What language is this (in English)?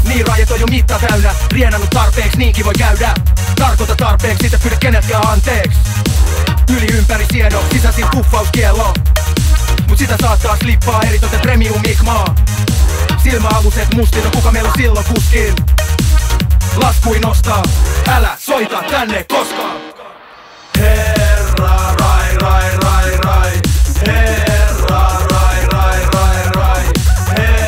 Finnish